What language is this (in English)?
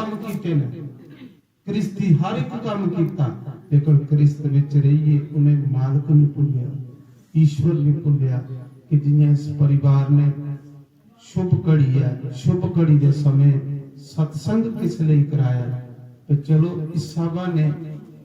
Dogri